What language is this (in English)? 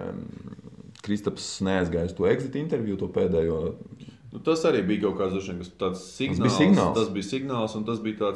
Latvian